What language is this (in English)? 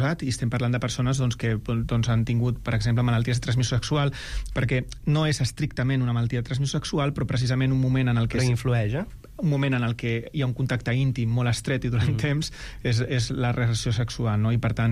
Catalan